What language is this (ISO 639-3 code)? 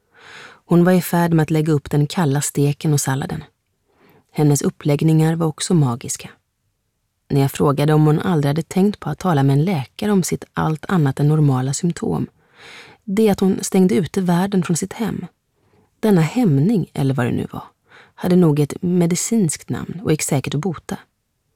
swe